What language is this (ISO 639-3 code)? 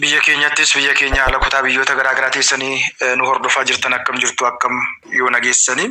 orm